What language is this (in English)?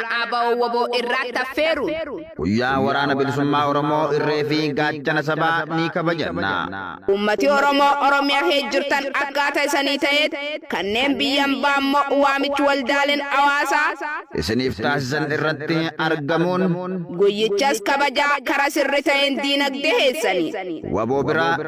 Oromo